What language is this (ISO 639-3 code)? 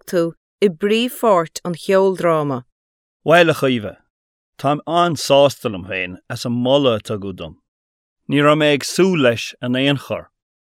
gle